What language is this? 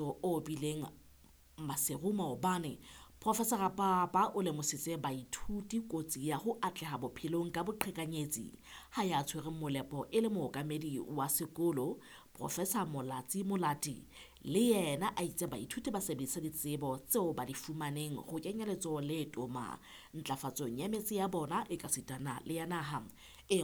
Southern Sotho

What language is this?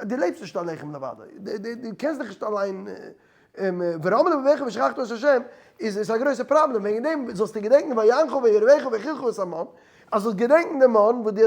Yiddish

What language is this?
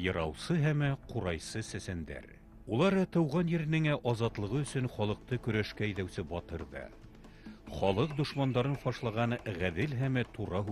Bashkir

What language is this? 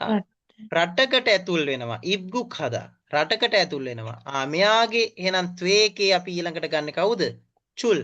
Sinhala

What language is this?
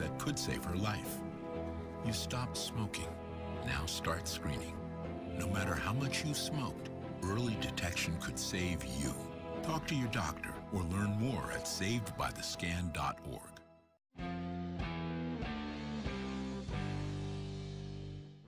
English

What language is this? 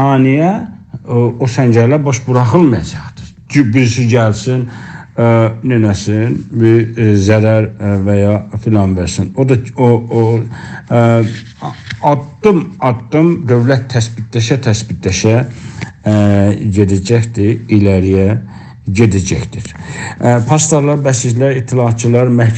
South Azerbaijani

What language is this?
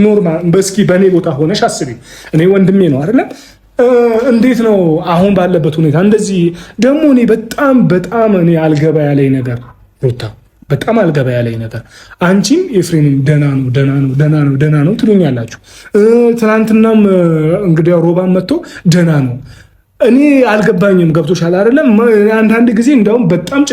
Amharic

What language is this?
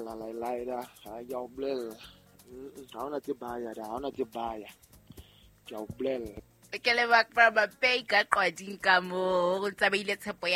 Southern Sotho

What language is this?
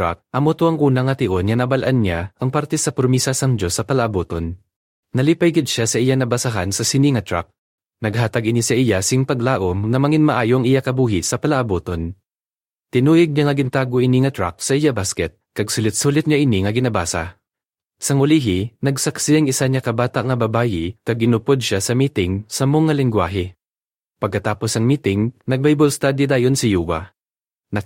Hiligaynon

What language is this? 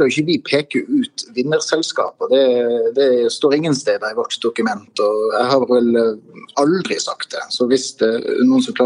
Norwegian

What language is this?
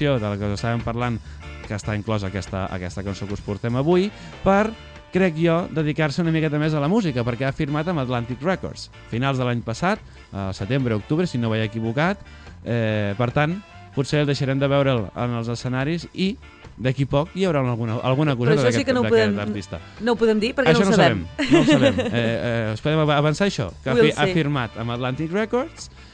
Catalan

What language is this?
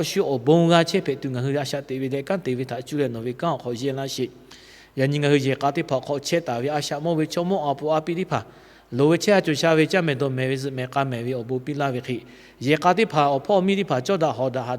Lahu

